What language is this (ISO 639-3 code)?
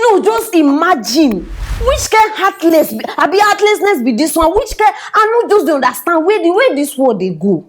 pcm